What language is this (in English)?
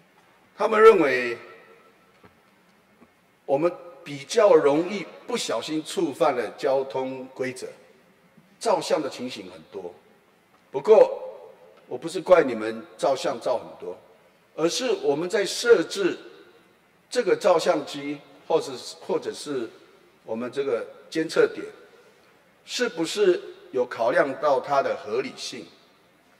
Chinese